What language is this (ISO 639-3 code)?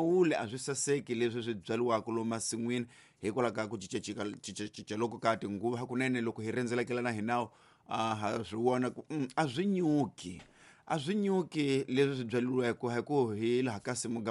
tso